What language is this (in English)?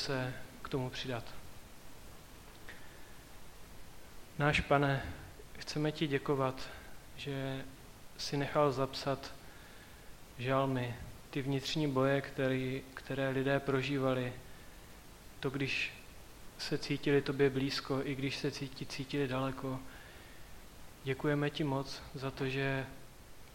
Czech